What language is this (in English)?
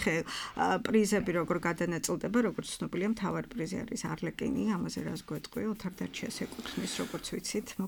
Georgian